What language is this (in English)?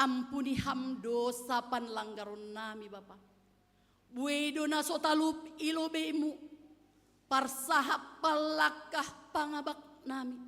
Batak Simalungun